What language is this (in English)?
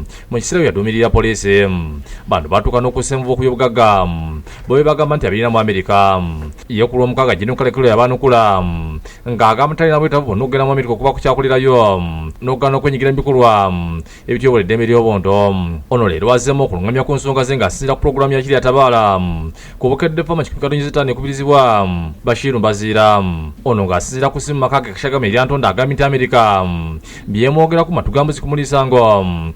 Ganda